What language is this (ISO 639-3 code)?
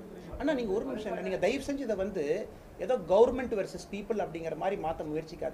tam